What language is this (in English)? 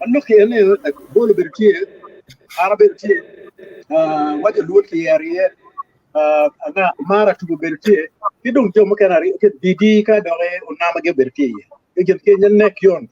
Acoli